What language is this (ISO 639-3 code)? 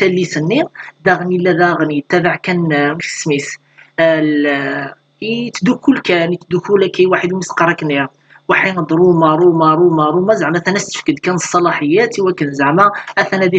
kab